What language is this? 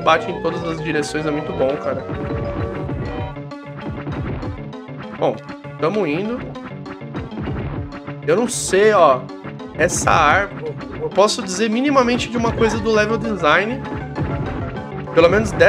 Portuguese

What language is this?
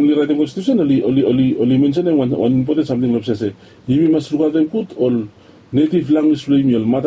Bislama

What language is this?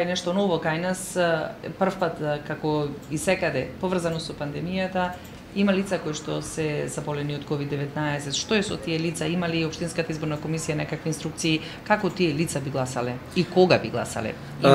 Macedonian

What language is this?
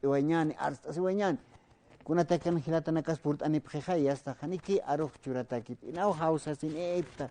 Aymara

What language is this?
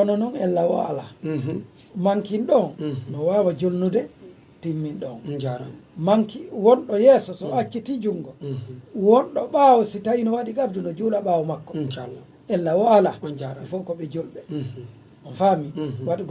Pular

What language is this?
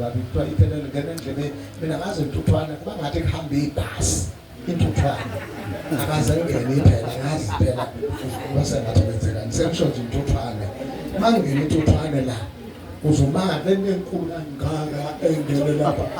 Zulu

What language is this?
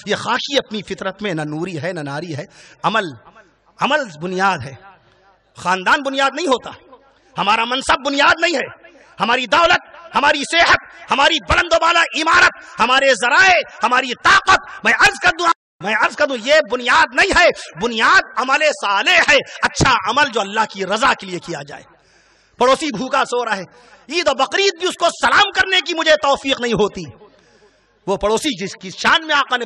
Urdu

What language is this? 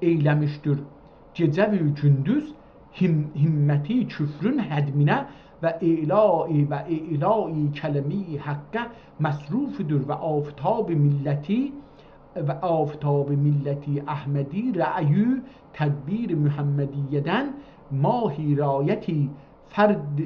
South Azerbaijani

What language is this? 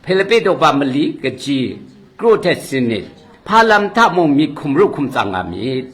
Kachin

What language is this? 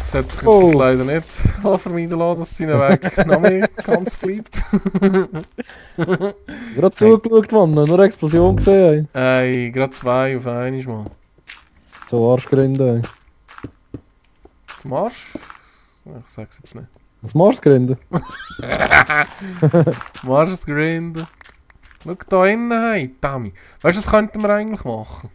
Swiss German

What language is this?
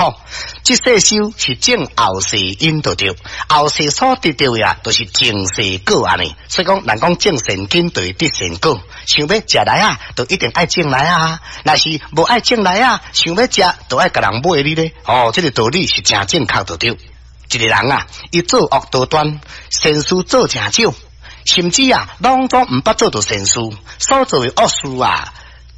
Min Nan Chinese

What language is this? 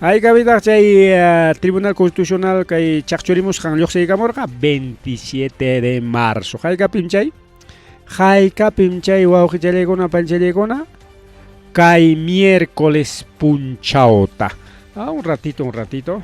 Ayacucho Quechua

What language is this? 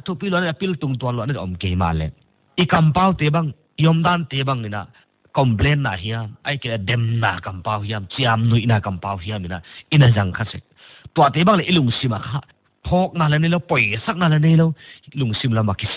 Paite Chin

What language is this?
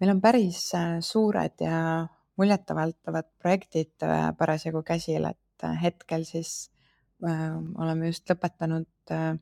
Estonian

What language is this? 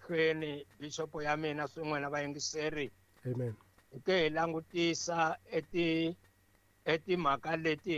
Tsonga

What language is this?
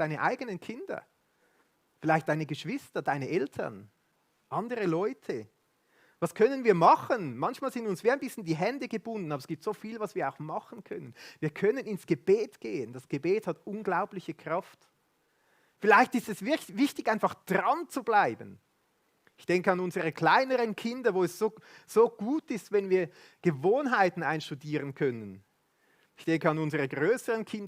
Swiss German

